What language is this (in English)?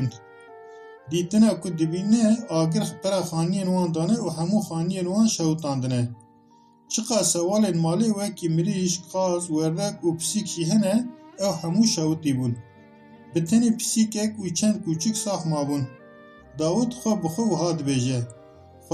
Kurdish